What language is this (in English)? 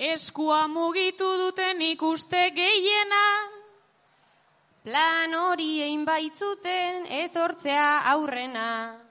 Basque